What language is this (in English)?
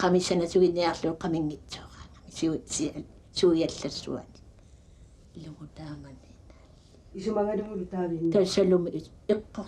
Kalaallisut